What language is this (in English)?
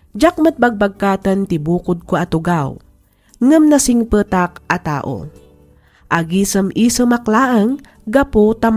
Iloko